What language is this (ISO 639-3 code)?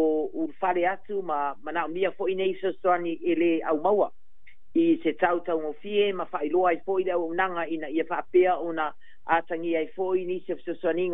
smo